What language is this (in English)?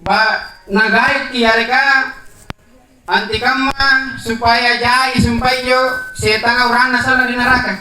Makasar